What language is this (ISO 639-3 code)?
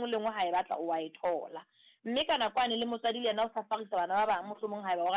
sot